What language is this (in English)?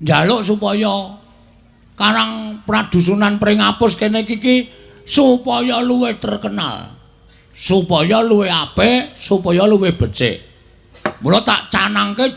Javanese